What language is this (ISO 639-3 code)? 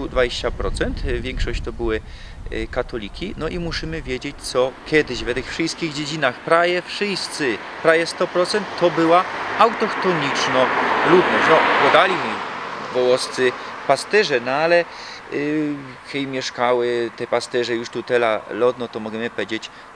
szl